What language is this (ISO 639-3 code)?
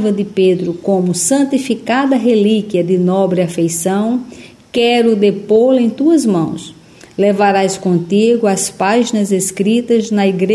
por